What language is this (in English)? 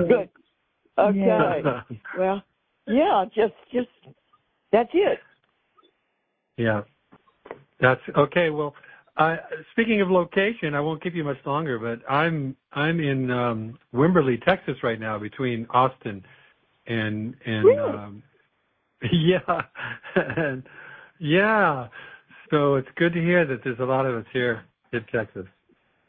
English